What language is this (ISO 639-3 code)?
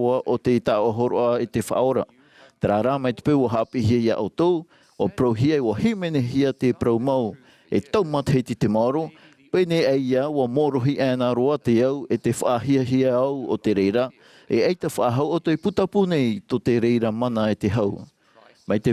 tah